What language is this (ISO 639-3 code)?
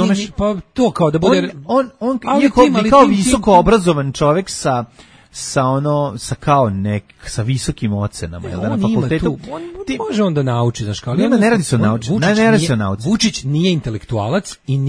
srp